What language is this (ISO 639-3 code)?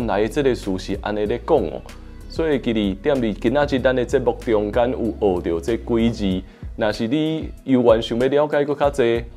nan